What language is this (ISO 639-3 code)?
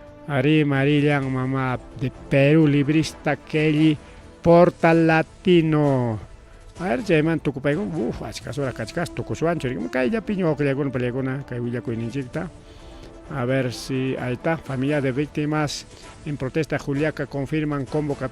quy